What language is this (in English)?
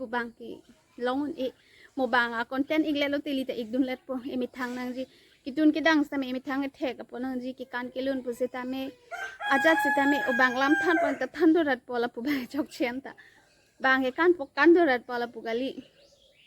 Karbi